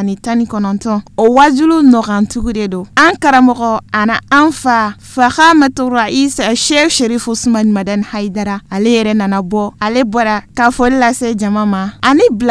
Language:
Bambara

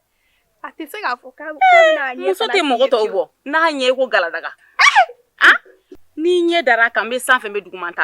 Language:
Bambara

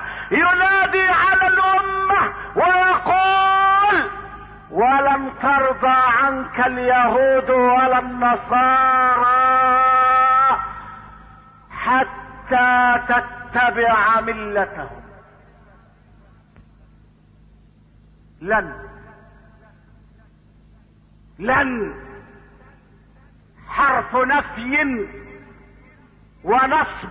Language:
Arabic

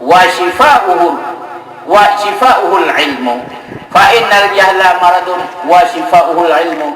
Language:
Achinese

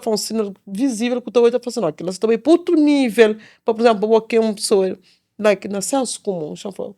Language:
Kabuverdianu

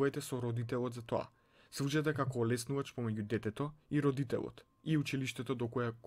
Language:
Macedonian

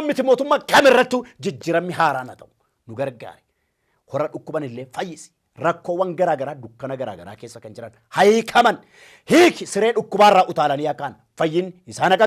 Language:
Oromo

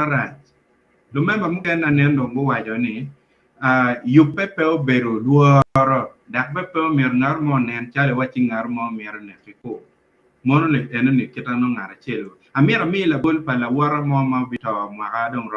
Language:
Acoli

